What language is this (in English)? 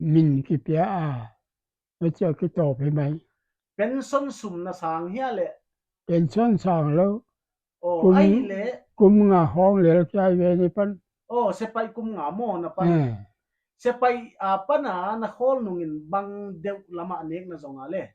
Paite Chin